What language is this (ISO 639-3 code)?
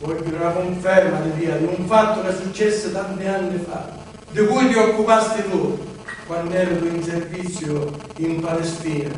scn